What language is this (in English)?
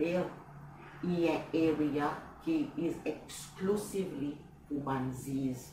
Seselwa Creole French